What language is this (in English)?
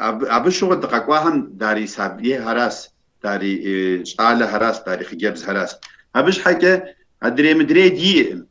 Kabardian